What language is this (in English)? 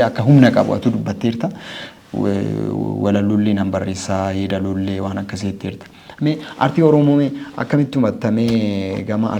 Oromo